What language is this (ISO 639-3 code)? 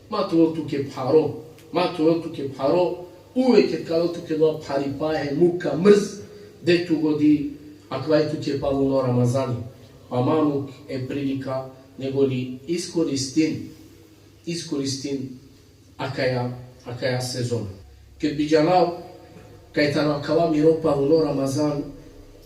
rmn